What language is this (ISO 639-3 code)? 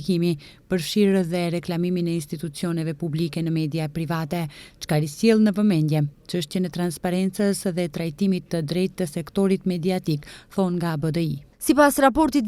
sqi